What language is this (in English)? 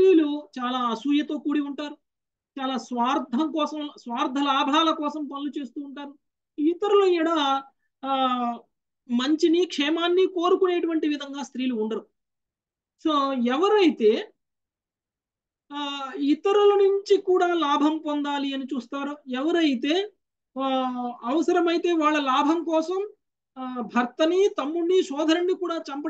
Telugu